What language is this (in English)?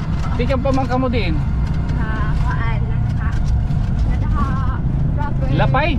Waray